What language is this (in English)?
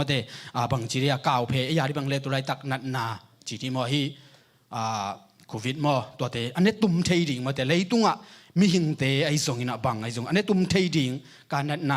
Tedim Chin